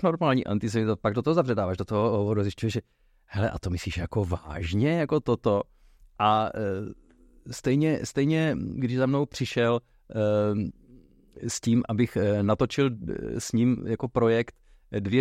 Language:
Czech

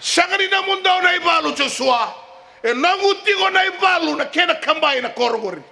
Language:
Fijian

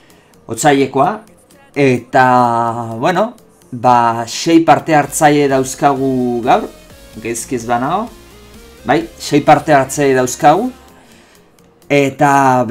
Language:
Basque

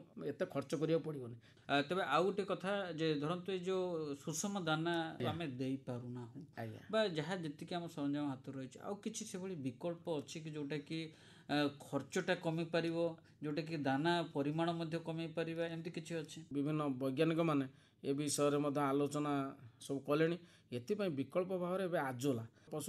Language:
Odia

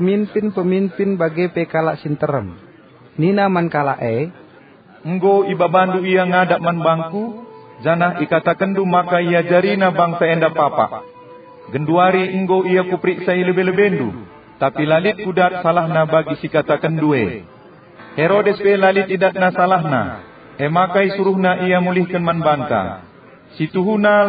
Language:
Batak Karo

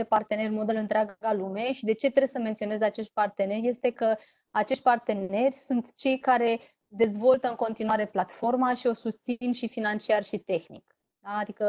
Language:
Romanian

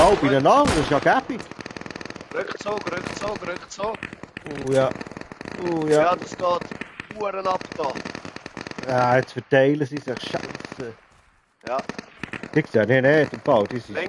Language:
Swiss German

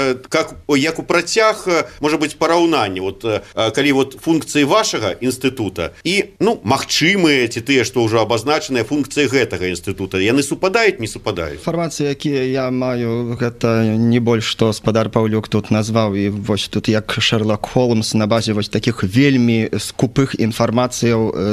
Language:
Belarusian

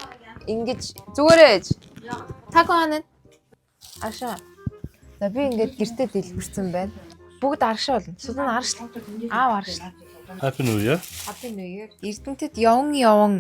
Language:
Mongolian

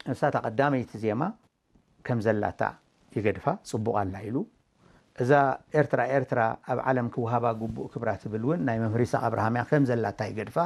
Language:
Tigrinya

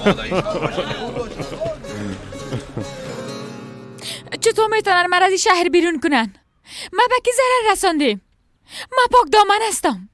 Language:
Persian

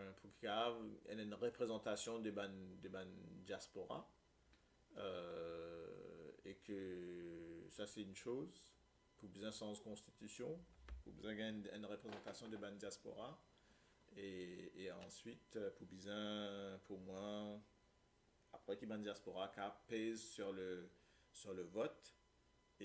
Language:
Morisyen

